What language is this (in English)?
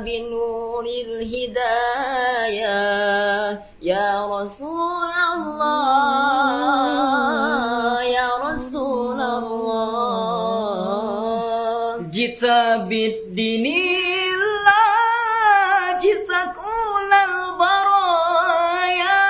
Banjar